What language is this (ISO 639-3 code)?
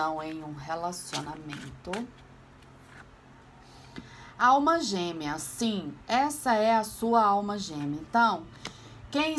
por